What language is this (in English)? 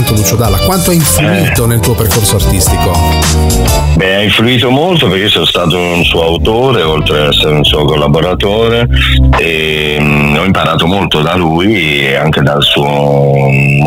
Italian